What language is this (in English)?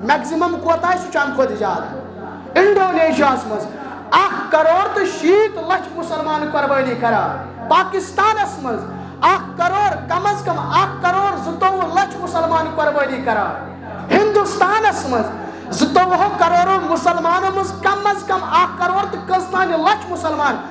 Kashmiri